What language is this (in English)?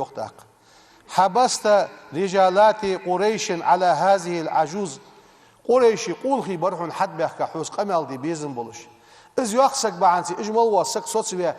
Ingush